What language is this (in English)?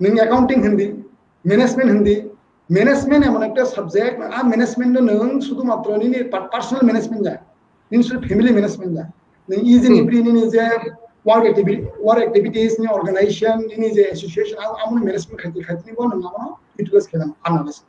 Kok Borok